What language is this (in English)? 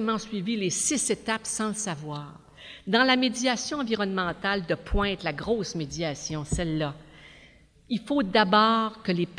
French